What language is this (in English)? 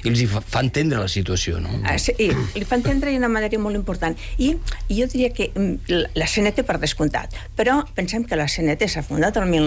Catalan